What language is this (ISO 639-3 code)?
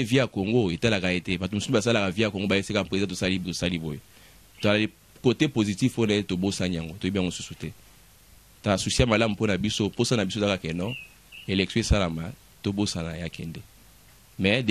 lin